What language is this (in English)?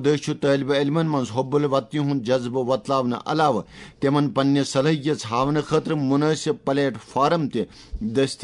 Kashmiri